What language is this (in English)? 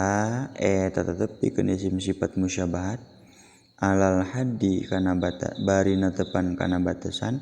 Sundanese